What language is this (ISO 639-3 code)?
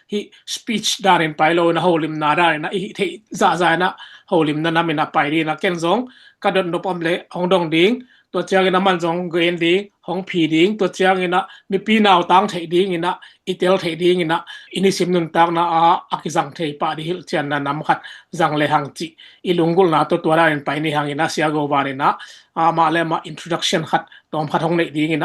ctd